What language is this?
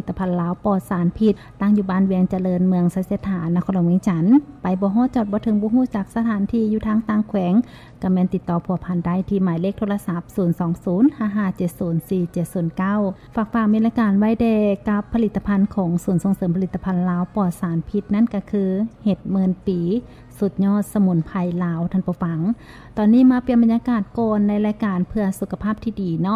Lao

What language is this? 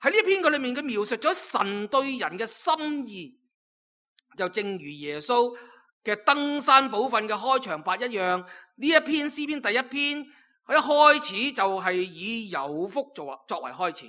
Cantonese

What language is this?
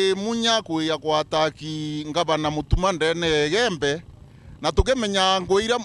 Meru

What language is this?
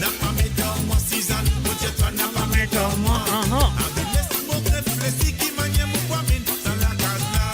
Morisyen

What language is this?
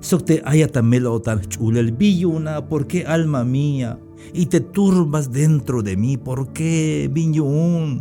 Tzeltal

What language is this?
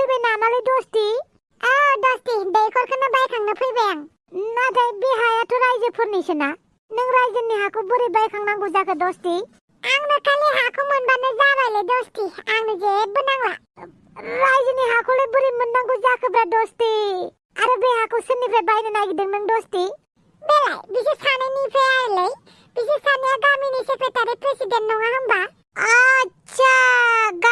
Bodo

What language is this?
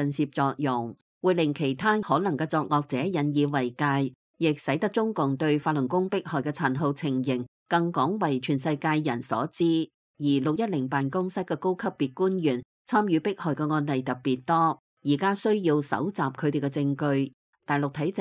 Cantonese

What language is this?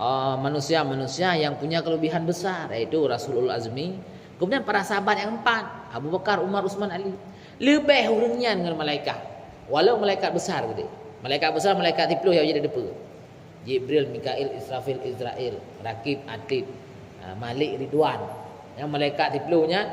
Achinese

